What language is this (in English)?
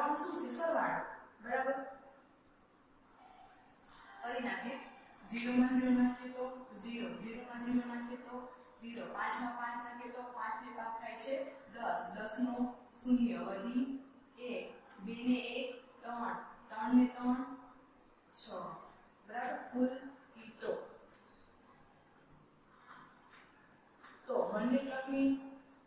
Gujarati